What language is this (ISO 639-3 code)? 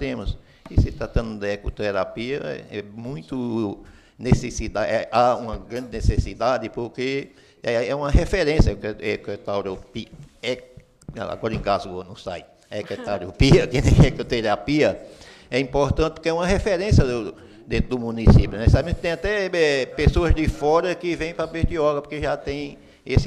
por